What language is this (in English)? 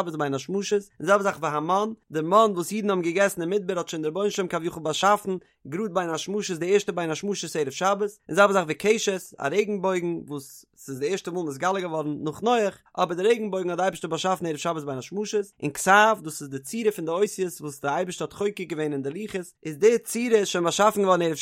Yiddish